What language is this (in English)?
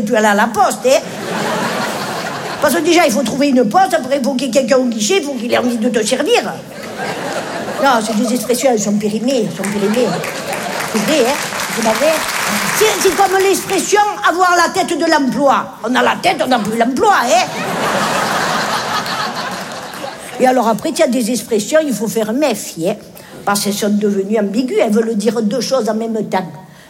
French